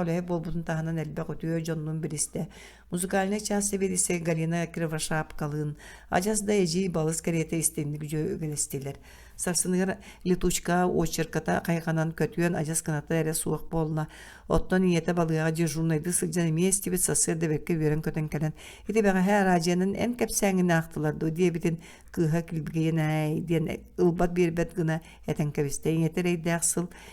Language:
Yakut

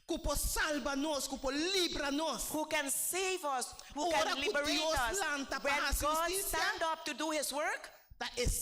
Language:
Papiamento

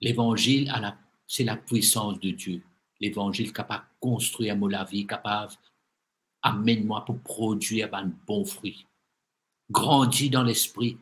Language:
Morisyen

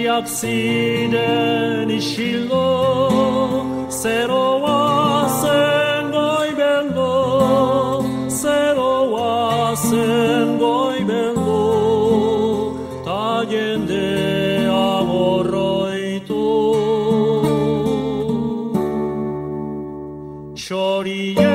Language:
Basque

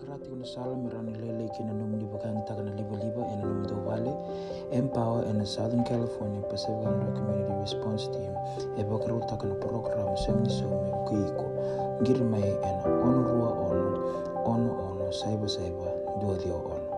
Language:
Fijian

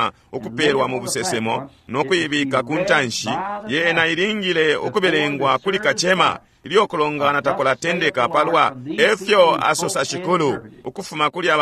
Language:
Bemba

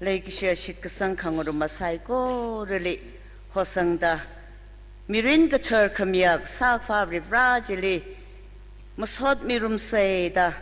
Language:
Tangkhul Naga (India)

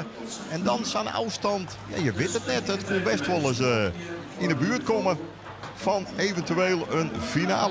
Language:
Western Frisian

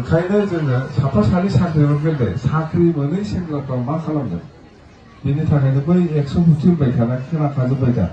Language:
Bodo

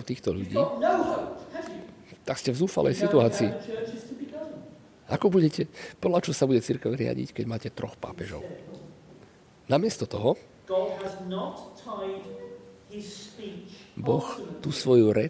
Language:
Slovak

